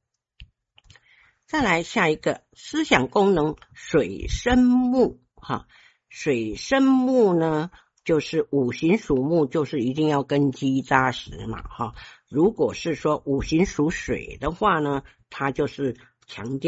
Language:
Chinese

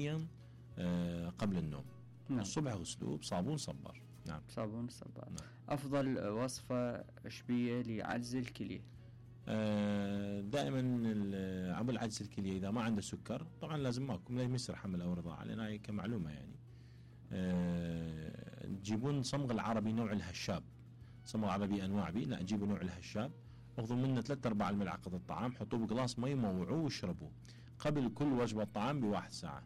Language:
Mesopotamian Arabic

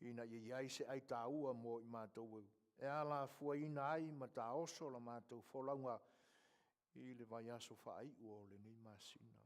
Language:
Samoan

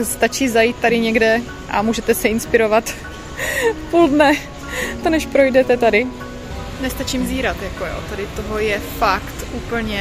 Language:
Czech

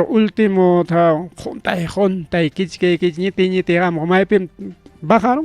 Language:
Ayacucho Quechua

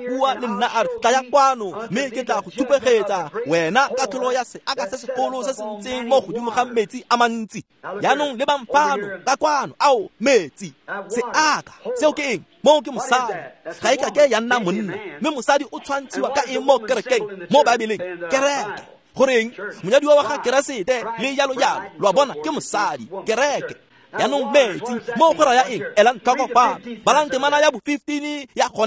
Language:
Tswana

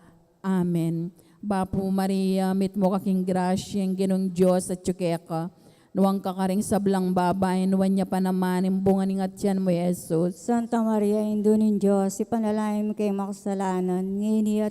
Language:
Pampanga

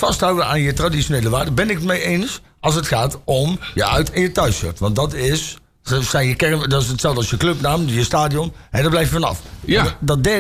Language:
Dutch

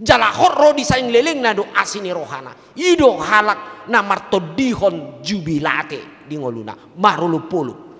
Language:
Batak Toba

